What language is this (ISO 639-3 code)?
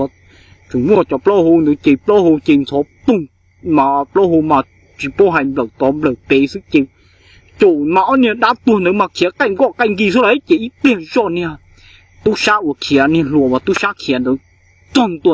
hmn